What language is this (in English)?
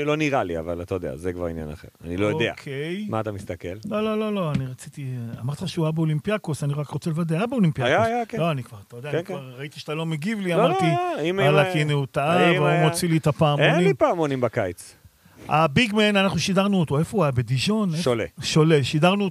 Hebrew